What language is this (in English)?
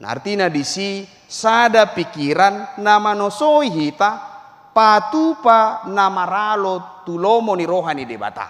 Batak Toba